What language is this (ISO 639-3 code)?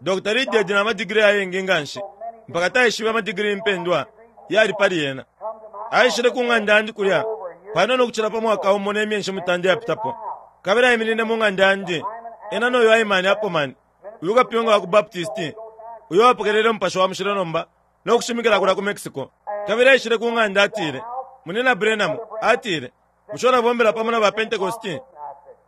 bem